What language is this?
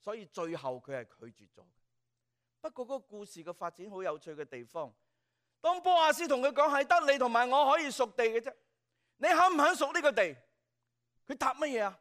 Cantonese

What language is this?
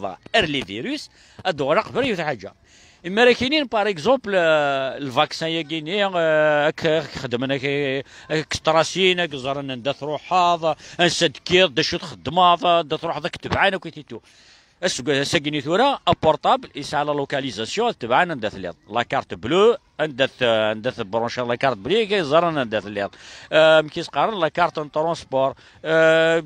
Kabyle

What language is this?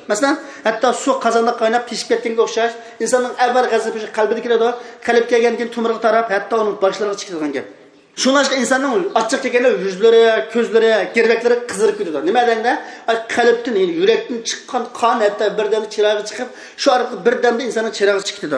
Uyghur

